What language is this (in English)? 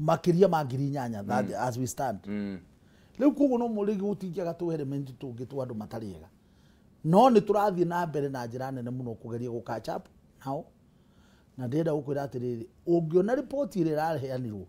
Kikuyu